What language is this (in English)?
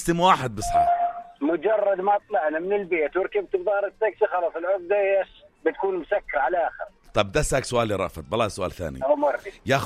North Levantine Arabic